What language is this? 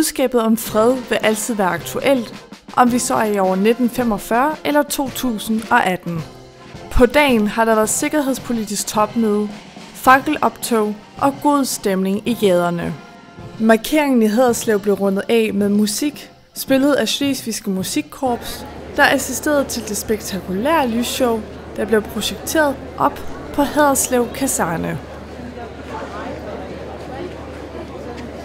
Danish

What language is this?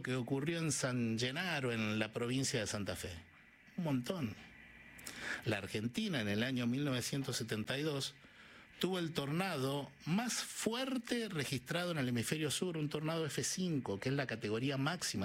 Spanish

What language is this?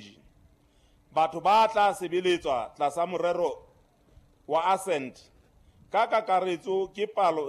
Southern Sotho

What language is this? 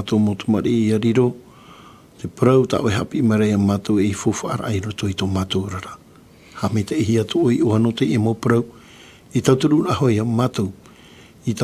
Tahitian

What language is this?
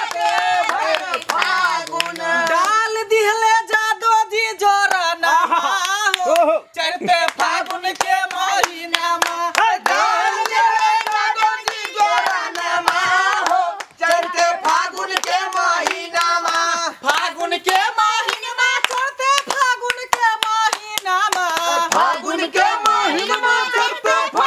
Bhojpuri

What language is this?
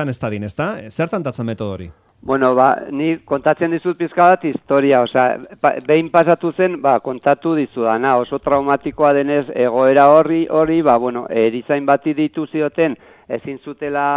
Basque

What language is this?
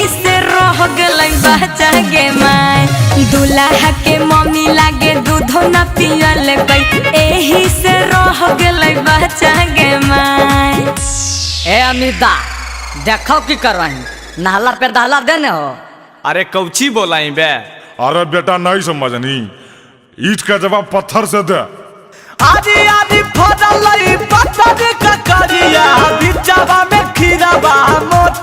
Magahi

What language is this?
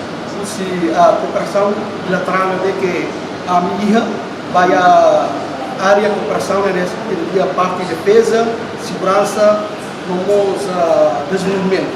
Tetum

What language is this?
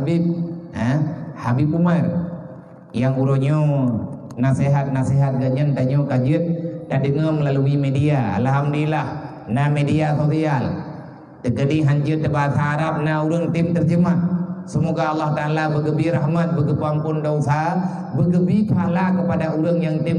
Achinese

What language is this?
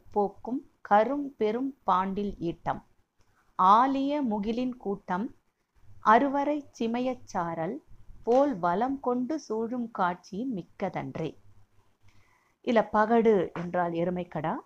Tamil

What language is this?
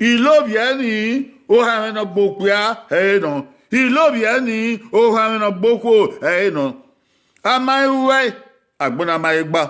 Bini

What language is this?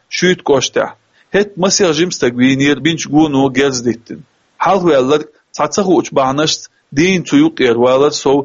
Chechen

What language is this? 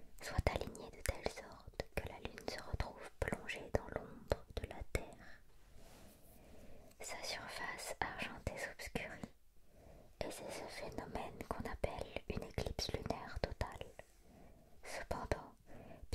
French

